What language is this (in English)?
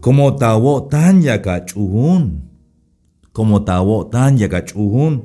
Tzeltal